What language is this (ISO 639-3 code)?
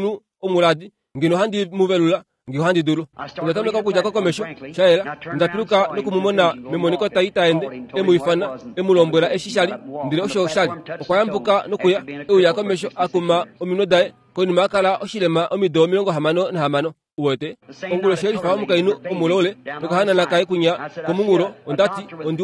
kua